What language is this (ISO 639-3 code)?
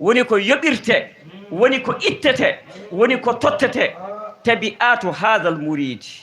ful